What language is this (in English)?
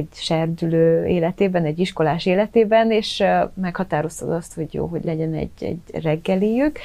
Hungarian